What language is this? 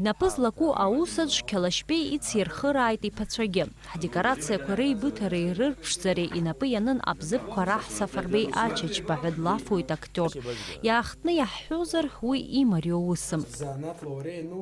Abkhazian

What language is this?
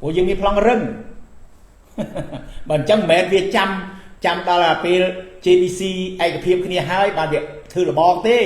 Khmer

